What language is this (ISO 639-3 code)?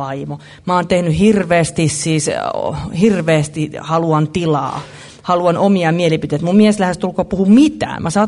fin